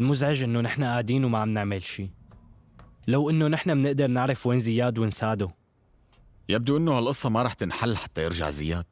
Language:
North Levantine Arabic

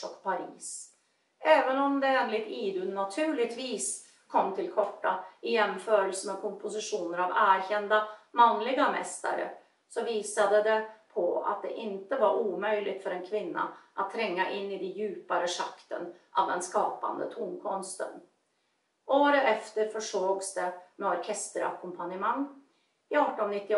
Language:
Swedish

